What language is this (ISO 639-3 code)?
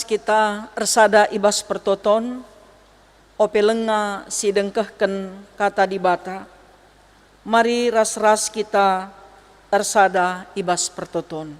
btx